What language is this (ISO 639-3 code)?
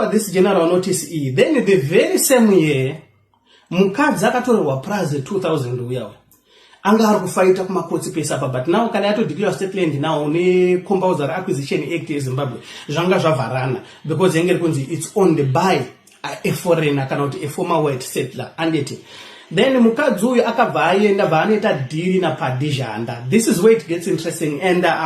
sna